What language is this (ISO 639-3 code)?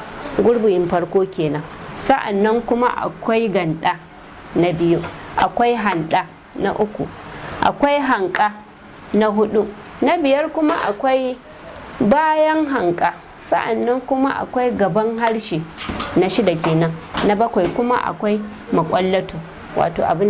hau